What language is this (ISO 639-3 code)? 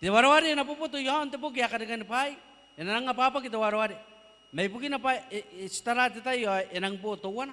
gil